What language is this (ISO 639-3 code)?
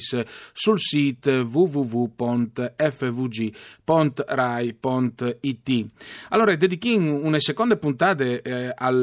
fur